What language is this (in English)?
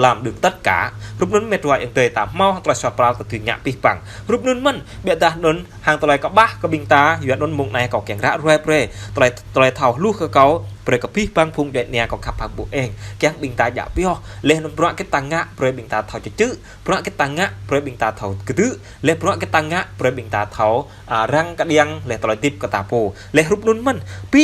Jarai